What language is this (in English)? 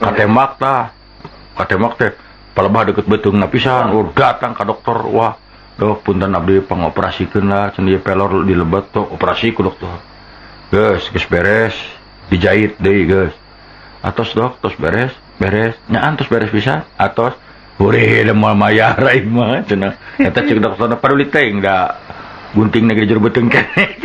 Sundanese